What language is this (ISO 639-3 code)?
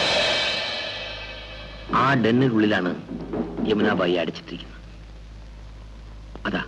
mal